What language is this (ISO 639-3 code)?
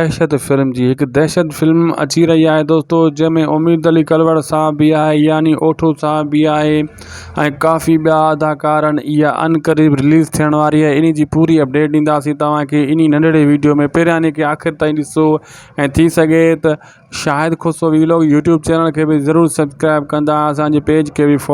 snd